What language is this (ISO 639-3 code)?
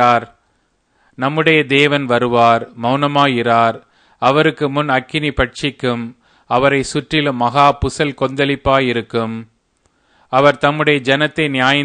tam